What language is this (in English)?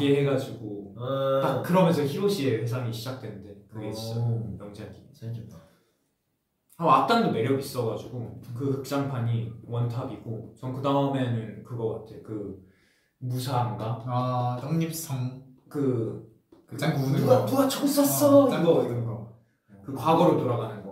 Korean